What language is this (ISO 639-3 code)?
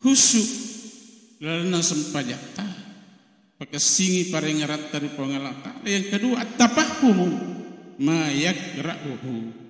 bug